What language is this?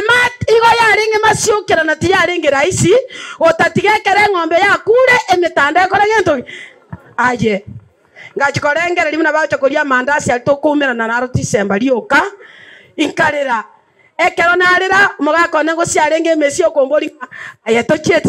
Gusii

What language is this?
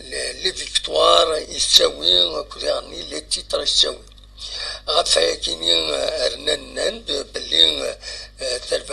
Kabyle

